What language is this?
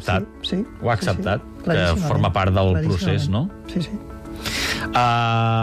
Catalan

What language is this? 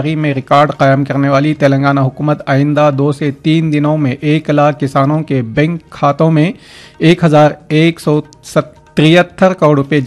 Urdu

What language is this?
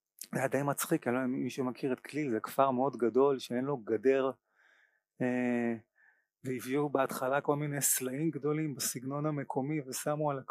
Hebrew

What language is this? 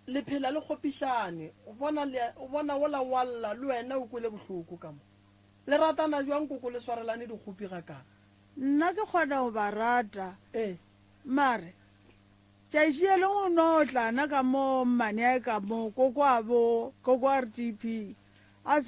Northern Sotho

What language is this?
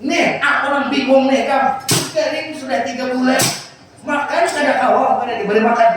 Banjar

